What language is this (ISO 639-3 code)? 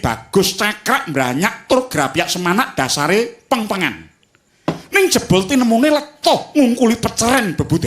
jav